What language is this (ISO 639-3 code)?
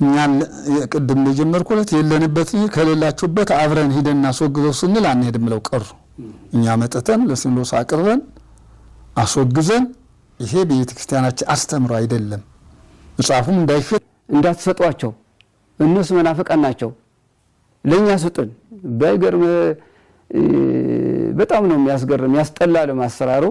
amh